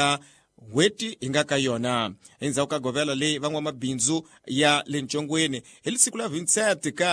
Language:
Tsonga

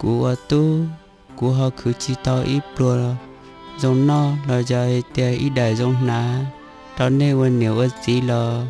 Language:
Hmong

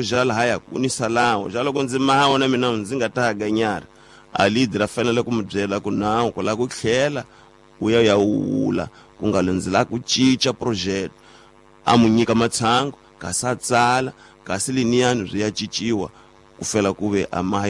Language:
Tsonga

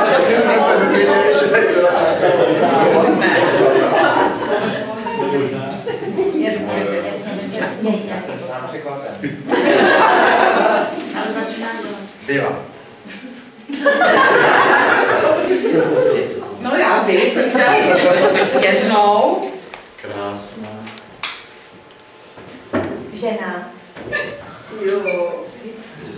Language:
Czech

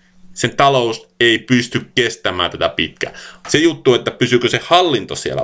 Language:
Finnish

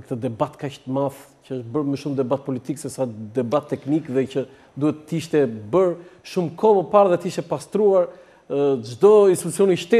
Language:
Albanian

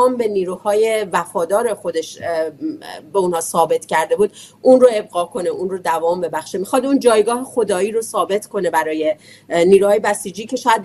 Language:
Persian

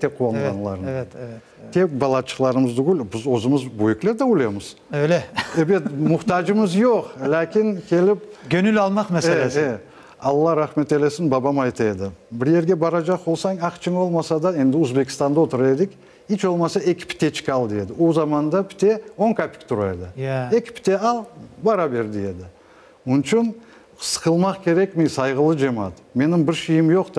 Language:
Crimean Tatar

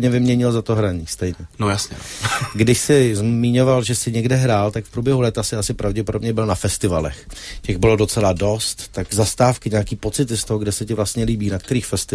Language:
Czech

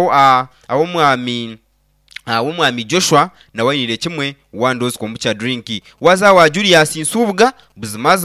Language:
Nyankole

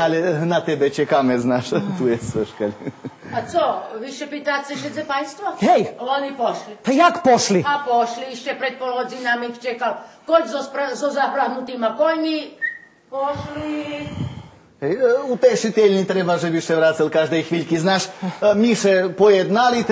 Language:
Rusyn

